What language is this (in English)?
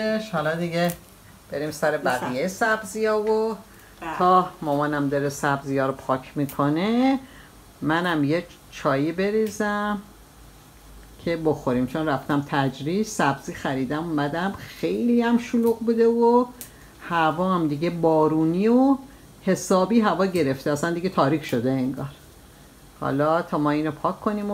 Persian